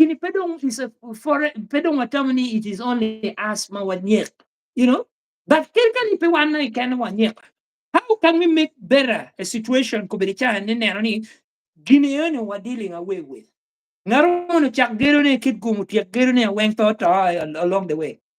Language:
Acoli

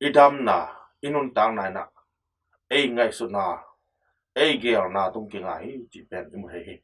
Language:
Tedim Chin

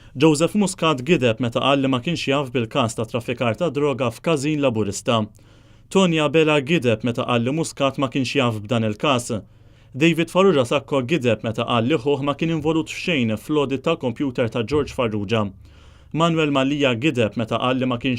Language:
Maltese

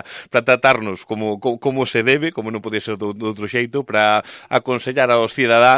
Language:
Galician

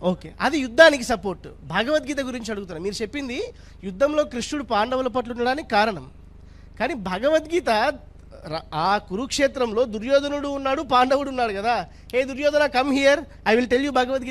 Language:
Telugu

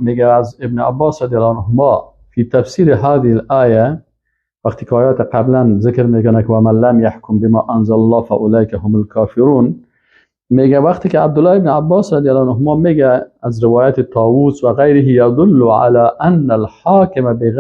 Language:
Persian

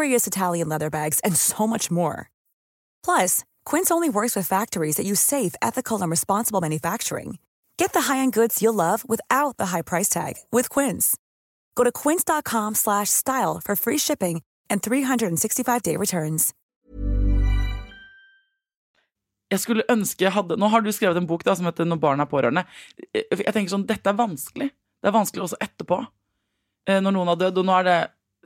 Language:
Norwegian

